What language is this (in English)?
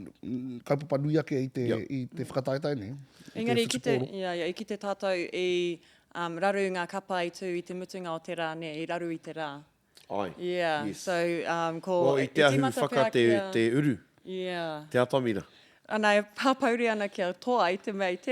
Māori